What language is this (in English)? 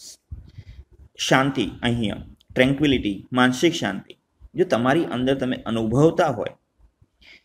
Gujarati